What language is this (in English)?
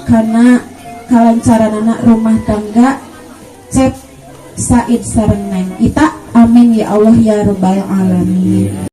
Sundanese